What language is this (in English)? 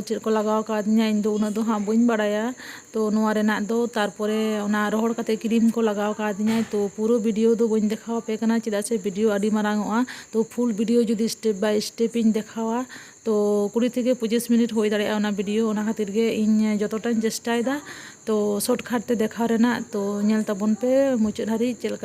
Santali